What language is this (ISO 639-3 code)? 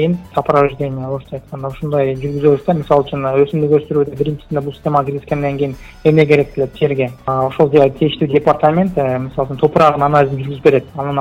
kir